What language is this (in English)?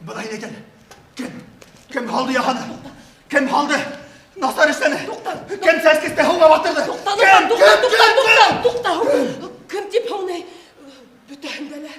Bashkir